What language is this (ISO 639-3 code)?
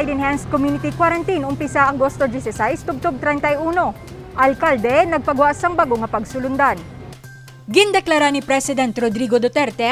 hil